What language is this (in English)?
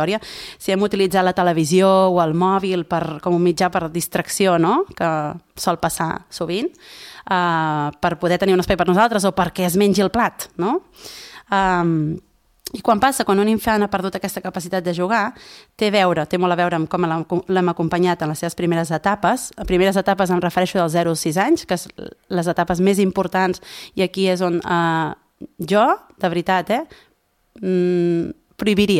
Catalan